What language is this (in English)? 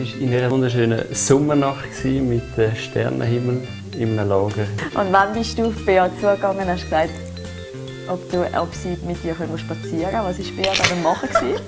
Swiss German